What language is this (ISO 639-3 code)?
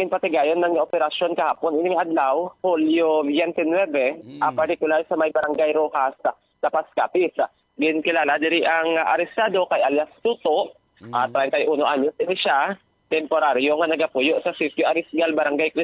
hil